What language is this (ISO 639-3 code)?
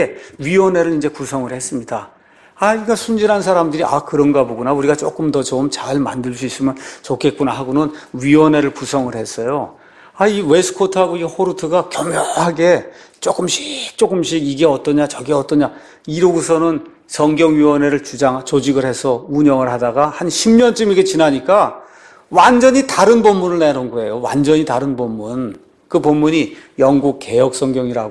kor